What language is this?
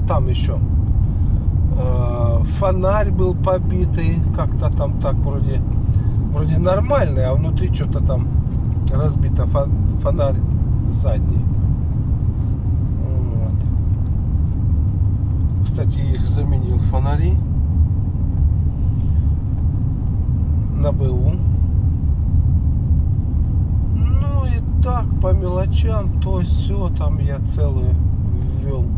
Russian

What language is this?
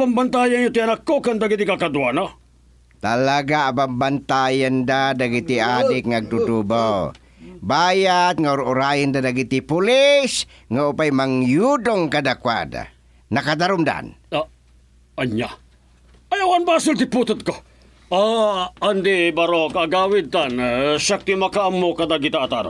Iloko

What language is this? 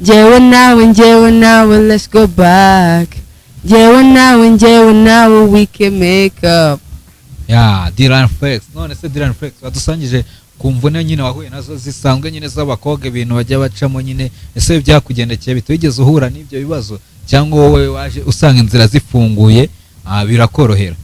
Kinyarwanda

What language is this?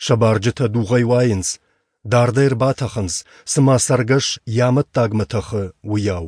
Ossetic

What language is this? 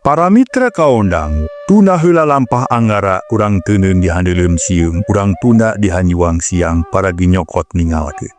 Sundanese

